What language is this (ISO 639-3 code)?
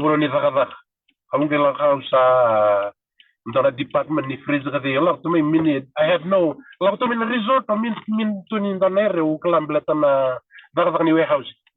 fij